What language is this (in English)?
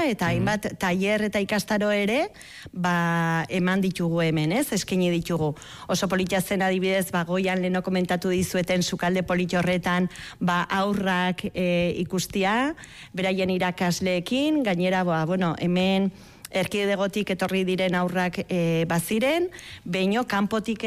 Basque